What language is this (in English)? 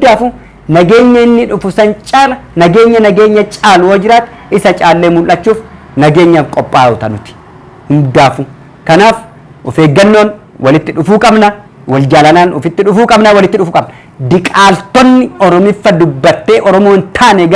Oromo